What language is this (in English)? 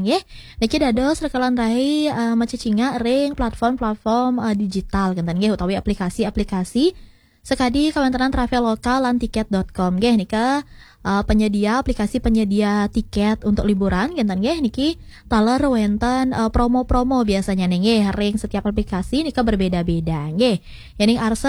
Balinese